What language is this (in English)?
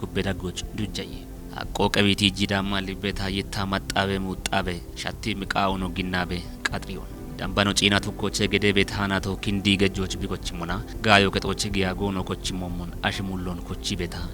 Kafa